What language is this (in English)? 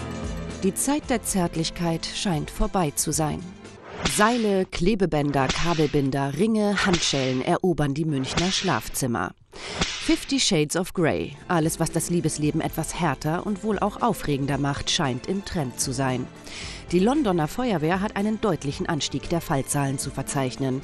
German